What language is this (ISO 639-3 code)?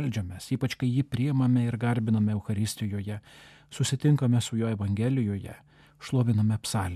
lit